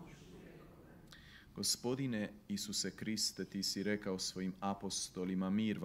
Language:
Croatian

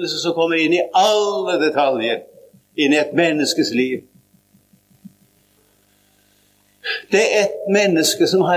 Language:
Norwegian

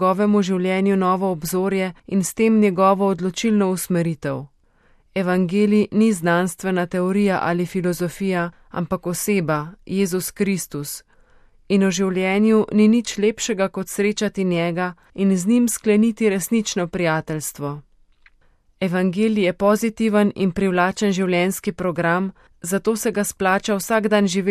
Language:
Slovenian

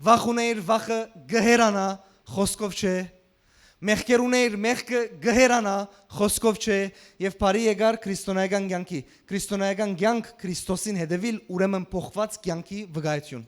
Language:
Western Armenian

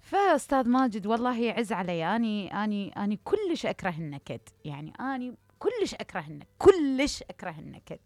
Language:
Mesopotamian Arabic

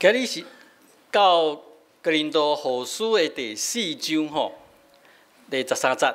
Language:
Min Nan Chinese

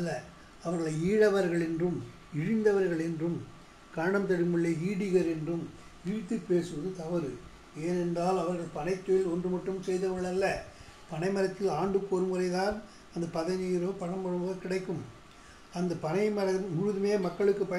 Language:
Tamil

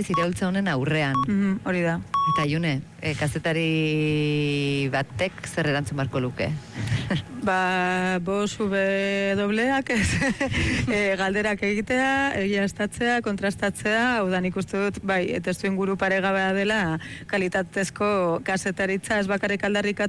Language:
Basque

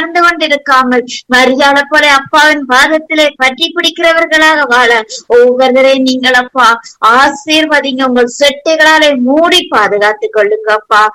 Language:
Tamil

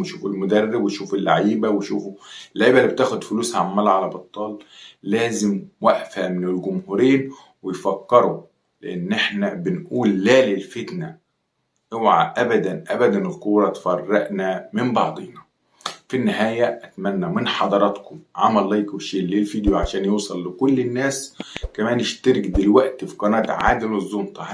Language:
Egyptian Arabic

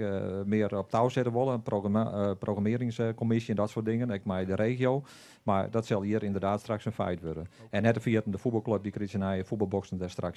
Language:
Western Frisian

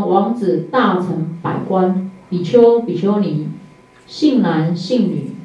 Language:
Chinese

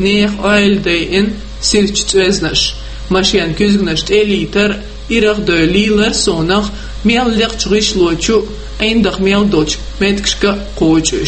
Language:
Chechen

